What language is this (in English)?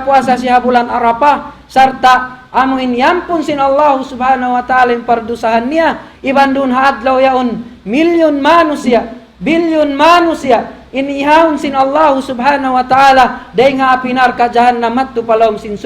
Tausug